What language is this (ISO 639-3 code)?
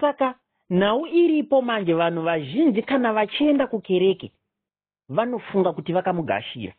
sna